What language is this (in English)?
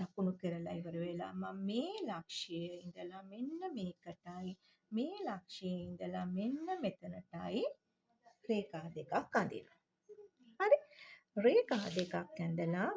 Sinhala